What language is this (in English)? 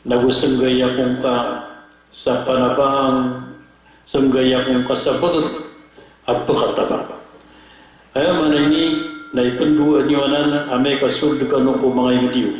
Maranao